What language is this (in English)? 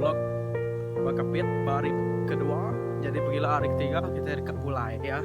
Iban